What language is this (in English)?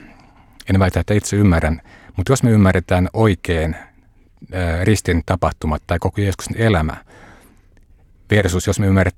Finnish